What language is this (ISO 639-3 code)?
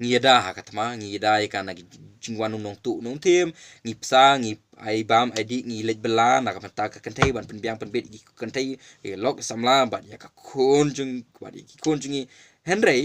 kha